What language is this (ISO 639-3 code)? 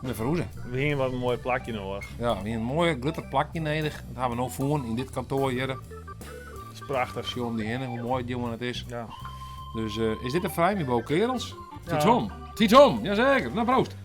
fry